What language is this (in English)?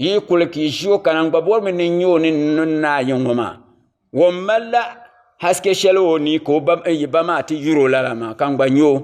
Dagbani